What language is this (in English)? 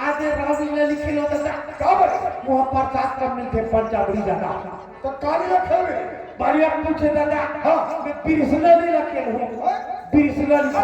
Chhattisgarhi